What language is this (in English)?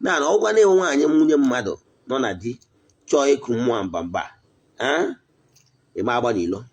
Igbo